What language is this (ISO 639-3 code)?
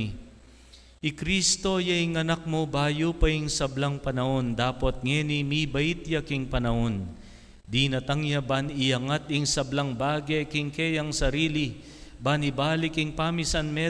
pam